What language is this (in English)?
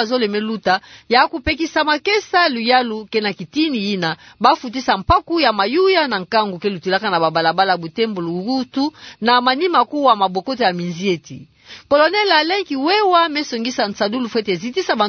Kituba (Democratic Republic of Congo)